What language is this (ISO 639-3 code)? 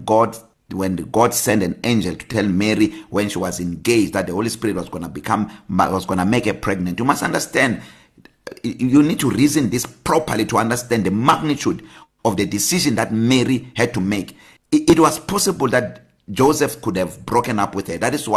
eng